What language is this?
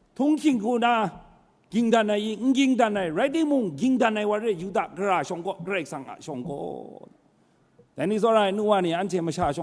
Kachin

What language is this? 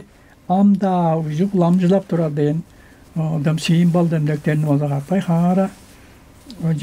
Tuvinian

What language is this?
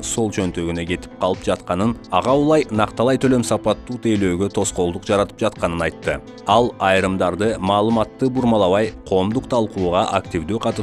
Kyrgyz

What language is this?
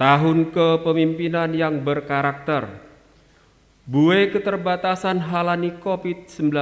Batak Simalungun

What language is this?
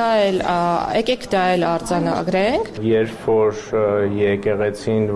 Armenian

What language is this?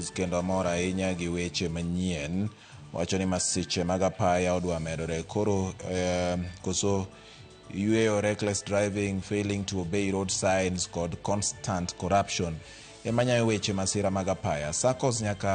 Luo (Kenya and Tanzania)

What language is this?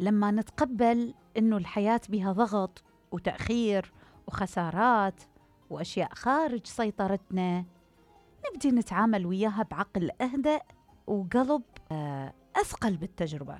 Mesopotamian Arabic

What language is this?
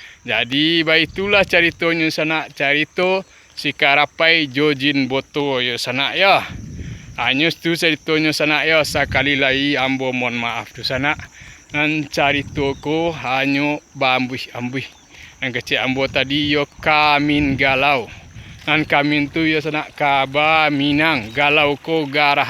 Minangkabau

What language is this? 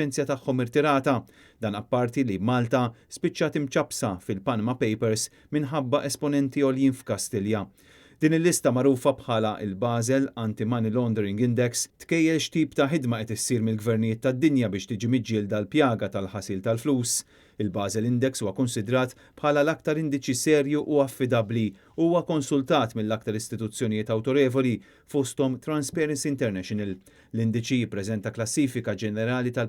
Maltese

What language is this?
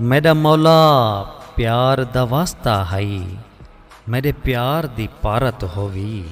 Saraiki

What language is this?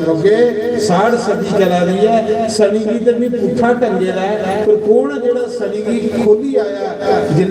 Dogri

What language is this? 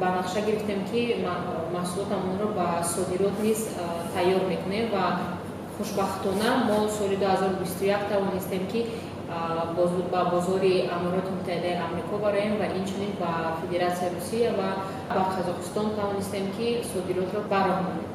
Tajik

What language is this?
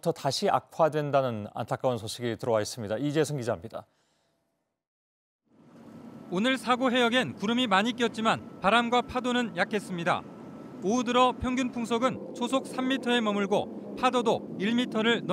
Korean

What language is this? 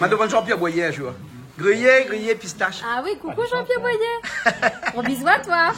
Réunion Creole French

